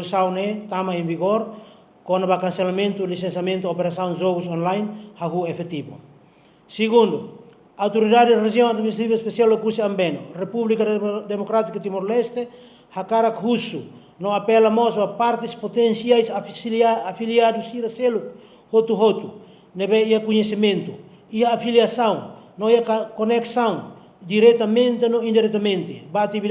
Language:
Tetum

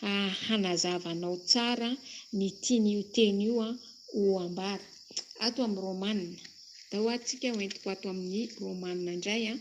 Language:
Malagasy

